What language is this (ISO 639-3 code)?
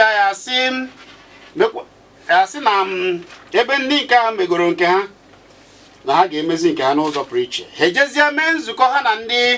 ibo